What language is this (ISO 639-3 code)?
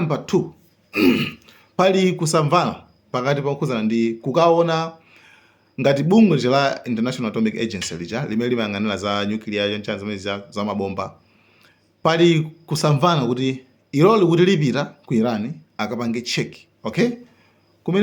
nya